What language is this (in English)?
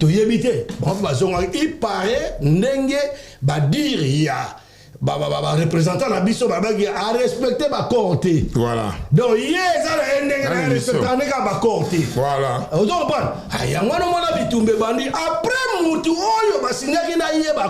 Lingala